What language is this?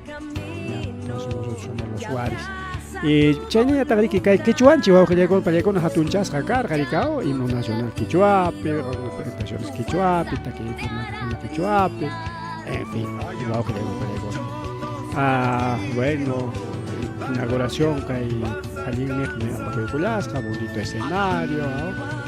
Ayacucho Quechua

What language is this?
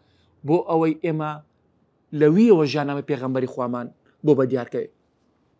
Central Kurdish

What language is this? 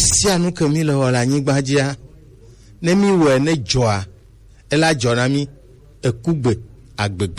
Gen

